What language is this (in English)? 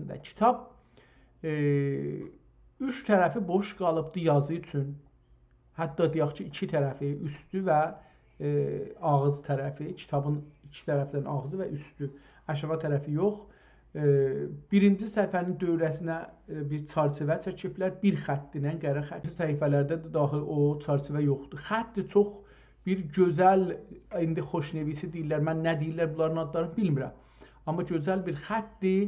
South Azerbaijani